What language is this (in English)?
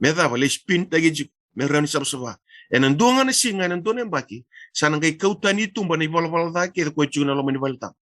Fijian